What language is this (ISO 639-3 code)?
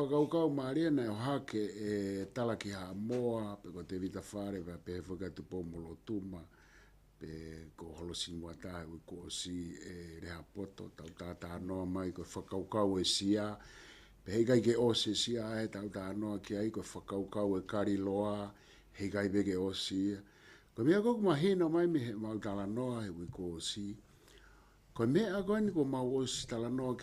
ton